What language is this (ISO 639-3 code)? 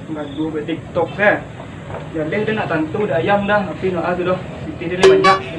min